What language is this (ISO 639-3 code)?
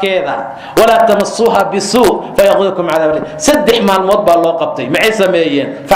som